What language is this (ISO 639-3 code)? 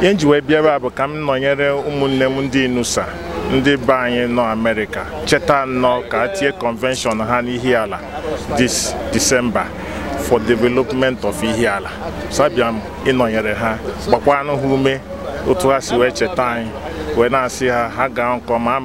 ibo